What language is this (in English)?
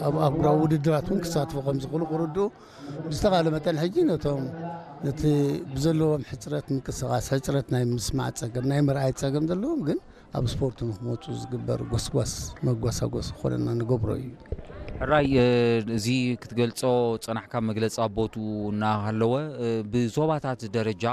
Tigrinya